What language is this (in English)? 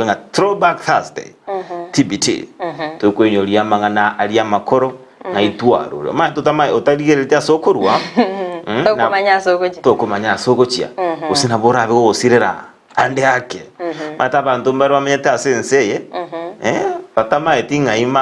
Gusii